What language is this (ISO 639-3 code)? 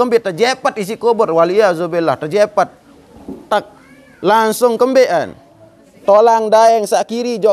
sas